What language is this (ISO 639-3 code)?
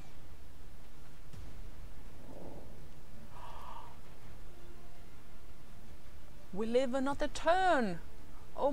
eng